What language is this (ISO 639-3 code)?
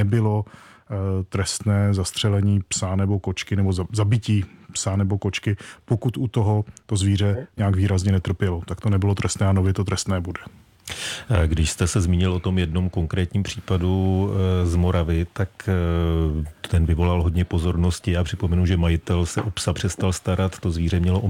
ces